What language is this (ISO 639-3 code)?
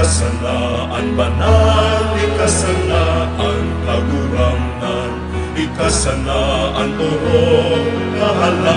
bik